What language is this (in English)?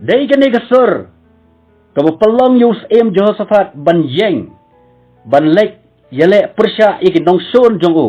Khasi